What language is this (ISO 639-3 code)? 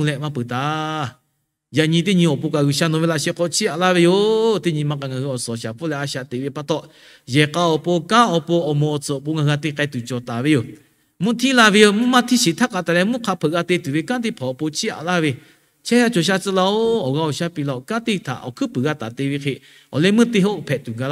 lhu